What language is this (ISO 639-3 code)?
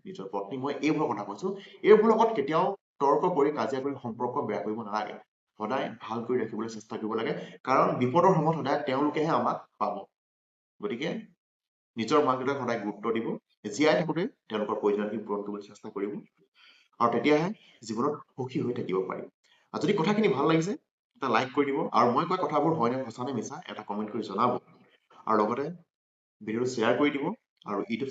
asm